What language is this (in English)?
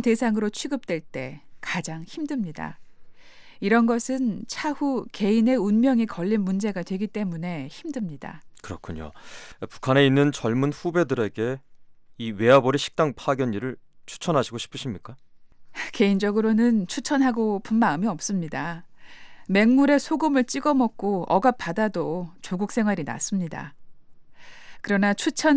Korean